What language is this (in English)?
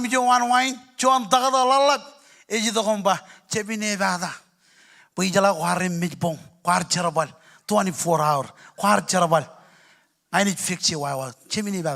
Marshallese